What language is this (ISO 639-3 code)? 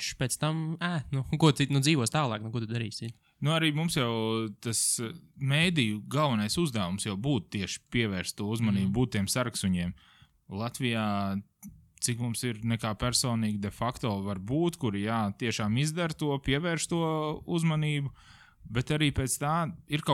lav